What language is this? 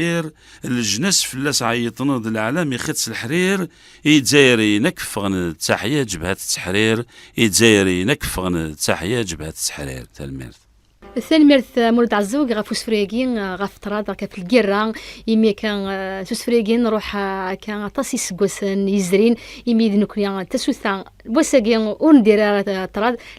Kabyle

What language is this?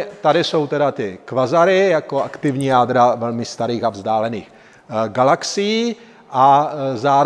Czech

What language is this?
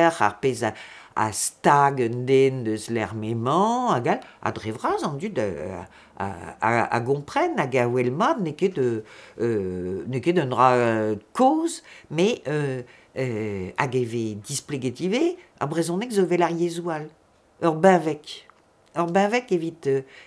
Breton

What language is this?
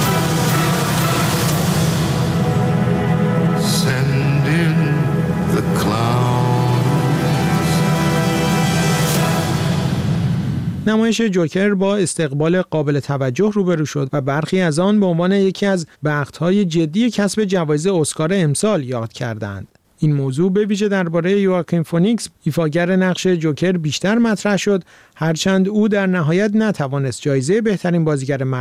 Persian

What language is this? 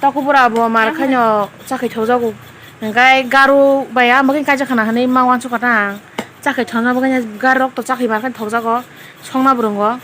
Kok Borok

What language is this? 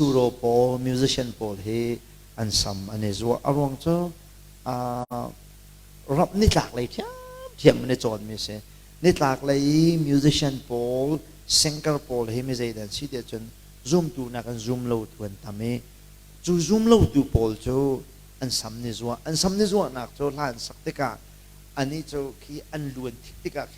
Hakha Chin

